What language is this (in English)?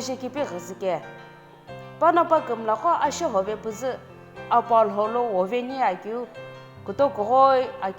Sumi Naga